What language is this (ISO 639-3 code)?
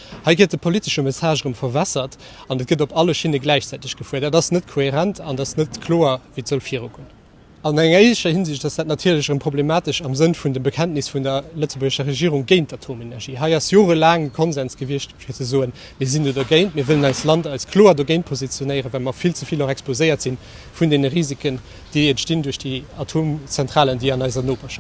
ltz